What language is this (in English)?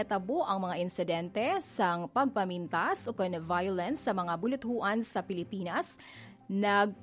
Hiligaynon